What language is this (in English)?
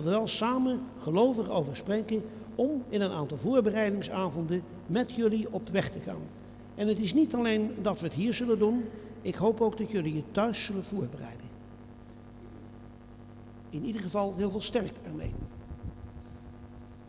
Dutch